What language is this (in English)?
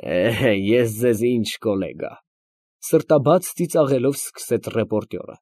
Armenian